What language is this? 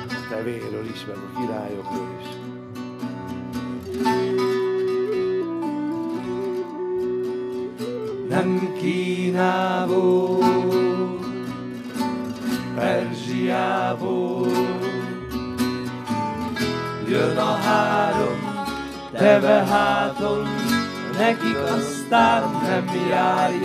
Hungarian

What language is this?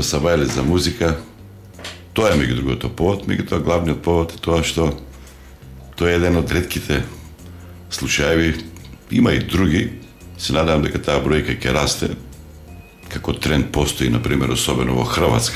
Macedonian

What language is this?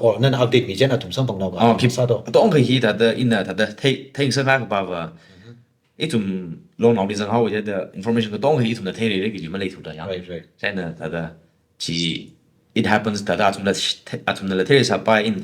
Tangkhul Naga (India)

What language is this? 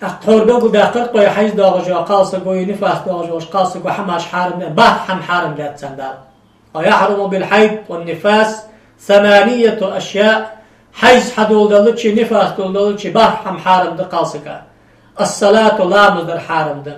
Ingush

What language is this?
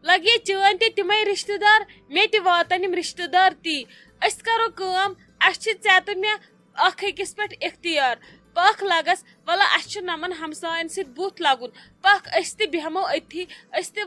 Kashmiri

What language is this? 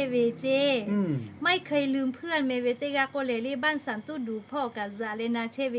Lahu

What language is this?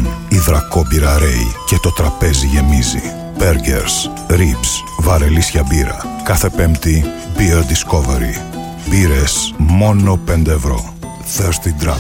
Greek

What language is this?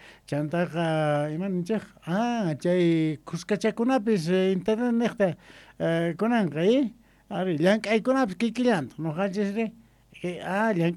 South Bolivian Quechua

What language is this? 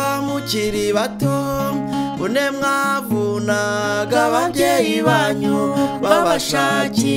Kinyarwanda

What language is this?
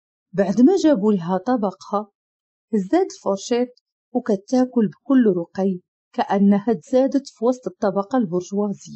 Moroccan Arabic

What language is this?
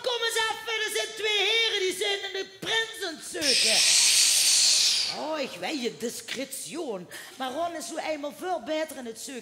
Limburgish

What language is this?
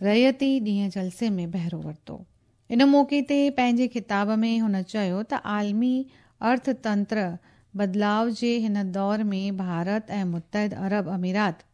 Sindhi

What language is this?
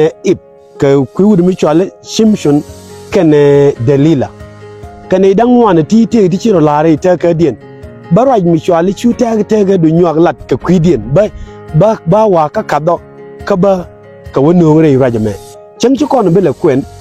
Nuer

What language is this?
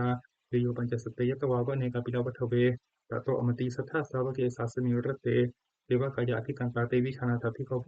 Pali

